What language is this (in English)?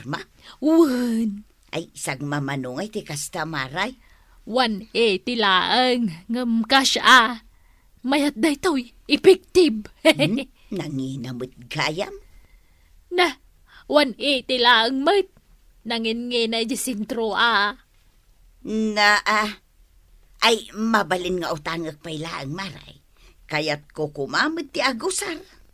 Iloko